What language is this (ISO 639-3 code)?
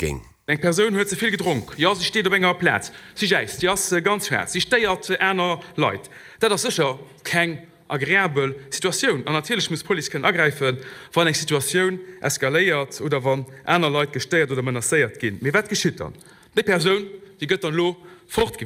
ltz